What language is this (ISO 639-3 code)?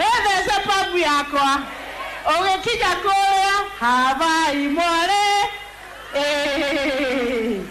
kik